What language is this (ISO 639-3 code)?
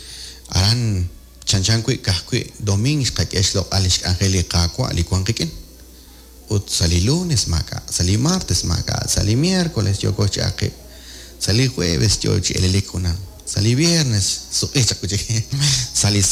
kek